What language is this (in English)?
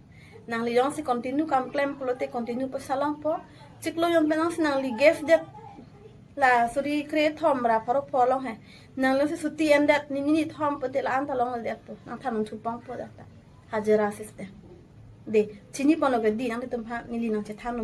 Karbi